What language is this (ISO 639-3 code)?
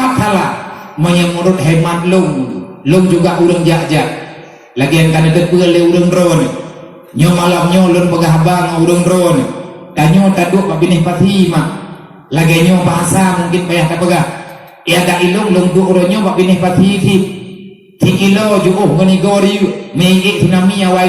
ace